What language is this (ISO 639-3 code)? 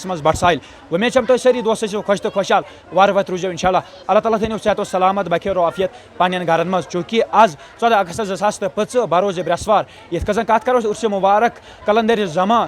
kas